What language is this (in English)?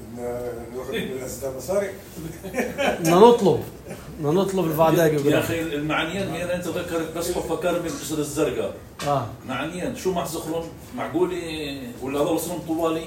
North Levantine Arabic